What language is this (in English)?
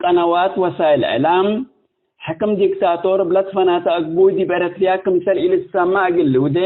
Tigre